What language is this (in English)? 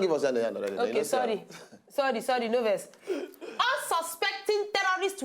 Nigerian Pidgin